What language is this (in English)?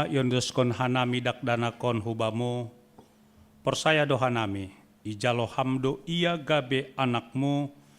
Batak Simalungun